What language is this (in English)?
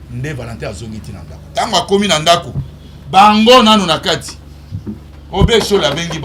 Lingala